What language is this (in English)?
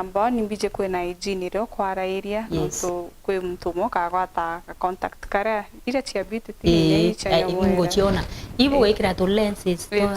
Meru